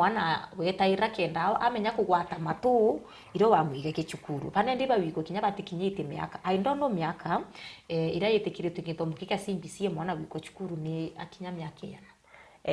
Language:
Meru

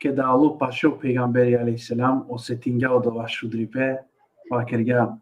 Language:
Balkan Romani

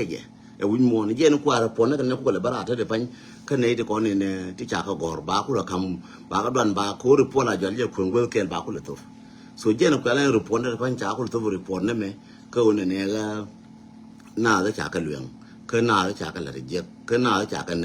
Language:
Nuer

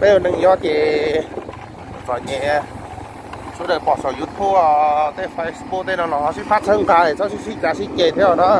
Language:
Hmong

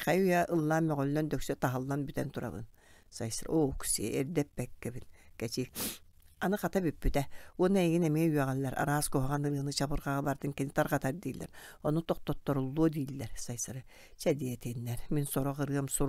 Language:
Yakut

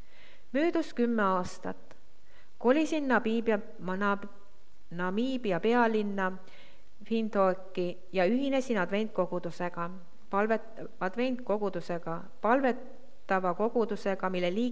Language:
Estonian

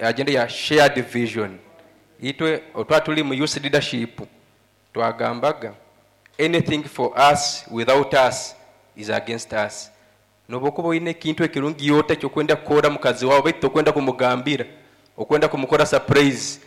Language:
Nyankole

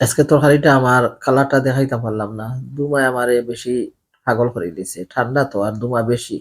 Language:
Sylheti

